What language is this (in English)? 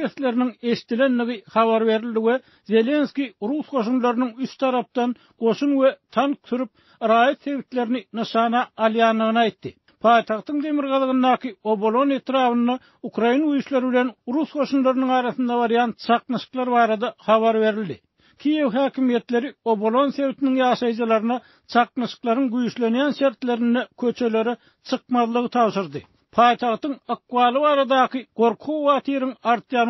Turkmen